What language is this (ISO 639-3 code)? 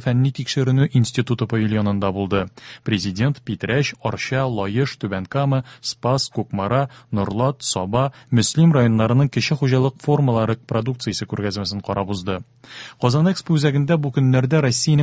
tat